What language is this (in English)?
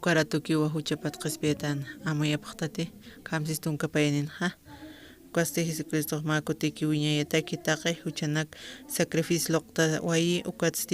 Aymara